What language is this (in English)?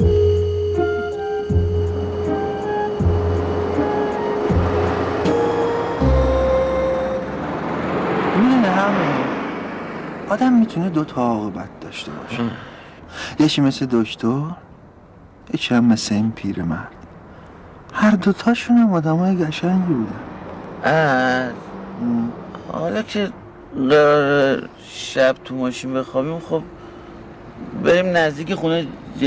Persian